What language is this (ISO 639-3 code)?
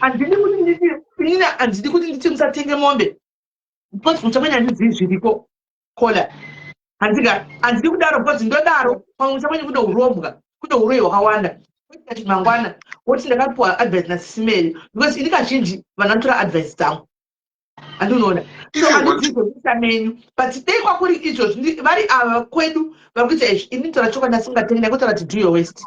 sna